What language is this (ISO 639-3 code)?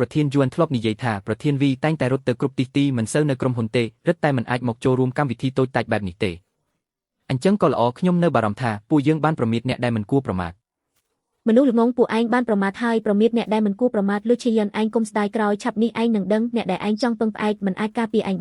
khm